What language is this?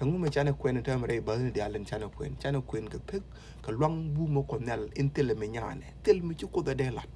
Nuer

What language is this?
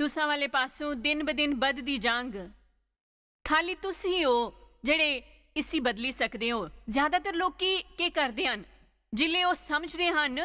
Dogri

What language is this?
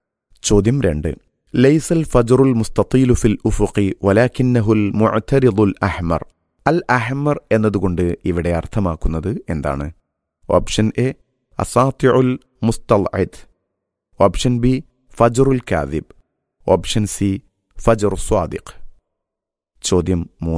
Malayalam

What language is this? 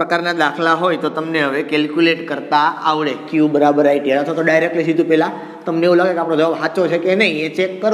Gujarati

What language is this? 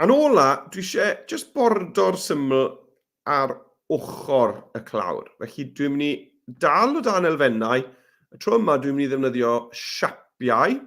Welsh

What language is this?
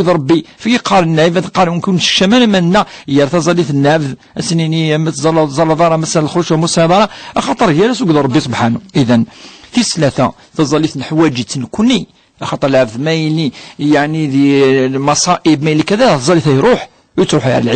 Kabyle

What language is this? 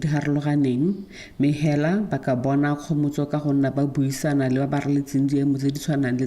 Tswana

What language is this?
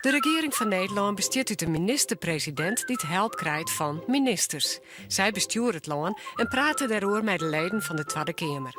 Western Frisian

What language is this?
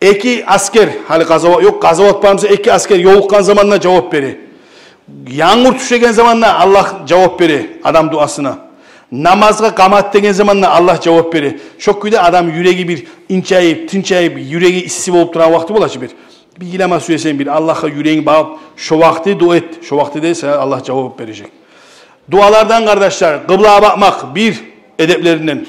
Kumyk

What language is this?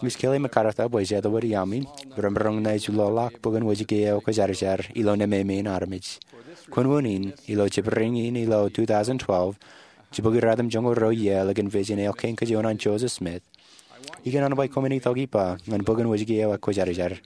Marshallese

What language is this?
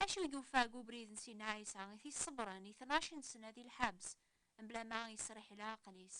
Kabyle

